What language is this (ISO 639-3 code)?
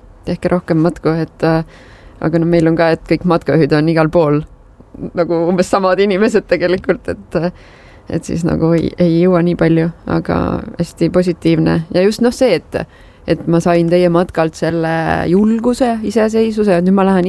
est